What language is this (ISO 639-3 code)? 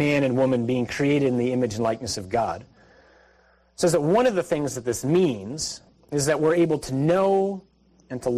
eng